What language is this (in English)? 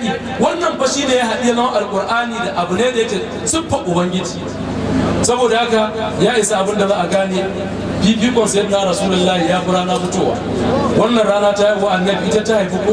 Hausa